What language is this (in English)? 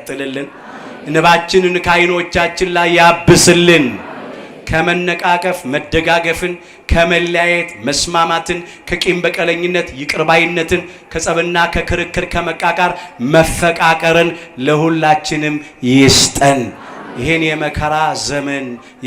Amharic